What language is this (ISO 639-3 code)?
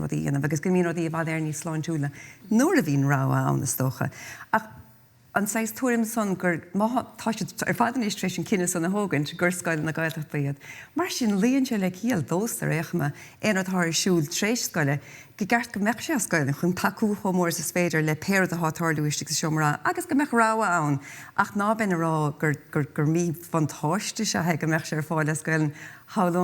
gle